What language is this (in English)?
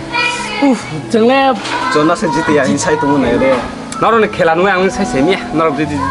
Kok Borok